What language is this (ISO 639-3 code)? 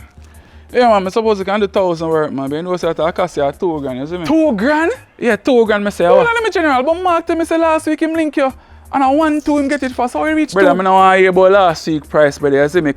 jam